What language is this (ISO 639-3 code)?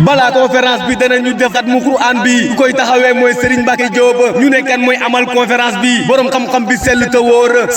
wol